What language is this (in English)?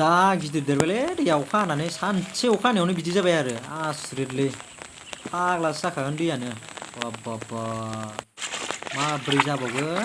Bodo